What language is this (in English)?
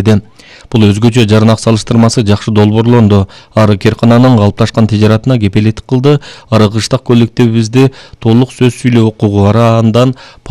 Kyrgyz